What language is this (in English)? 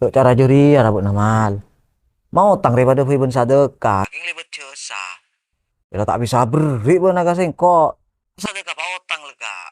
Madurese